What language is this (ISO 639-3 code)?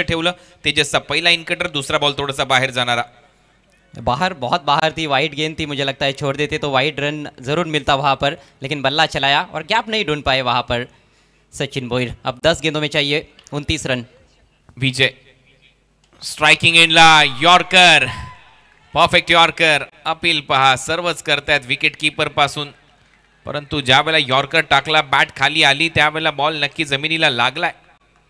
mar